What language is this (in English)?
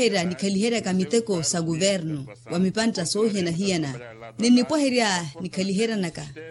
Makhuwa